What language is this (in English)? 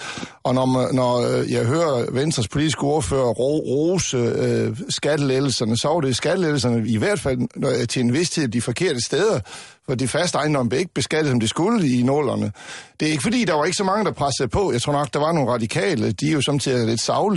Danish